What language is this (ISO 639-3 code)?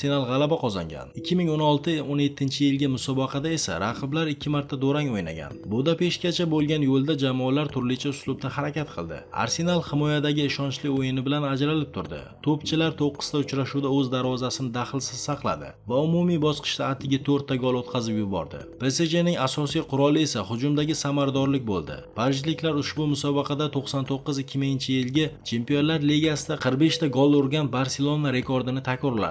uzb